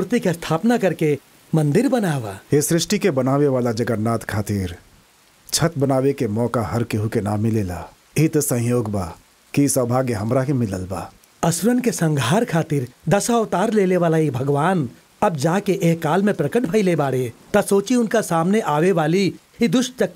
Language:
Bhojpuri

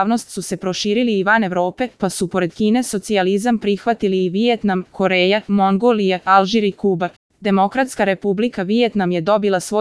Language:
Serbian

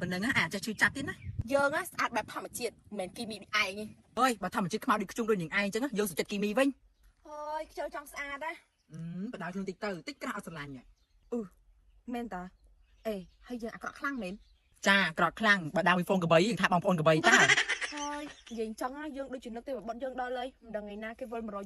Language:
Khmer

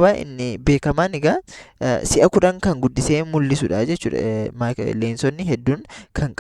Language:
Oromo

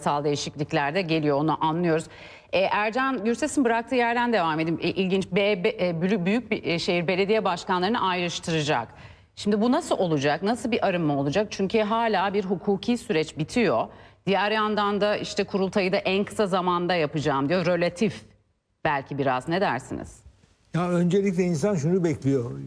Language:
Turkish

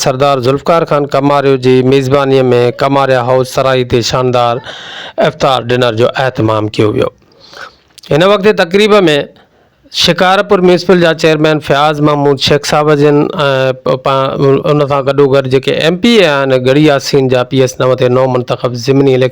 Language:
Sindhi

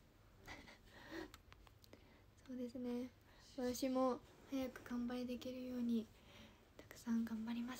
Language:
Japanese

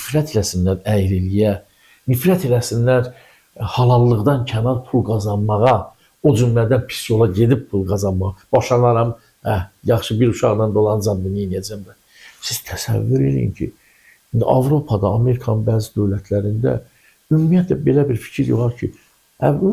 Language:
Azerbaijani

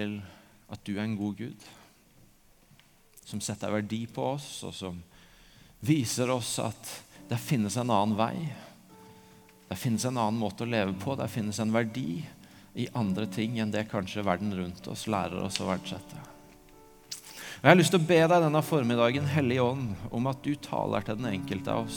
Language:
Norwegian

